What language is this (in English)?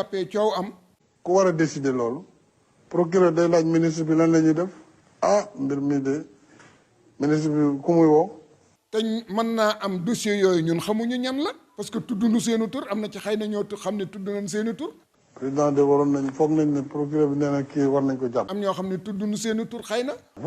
Wolof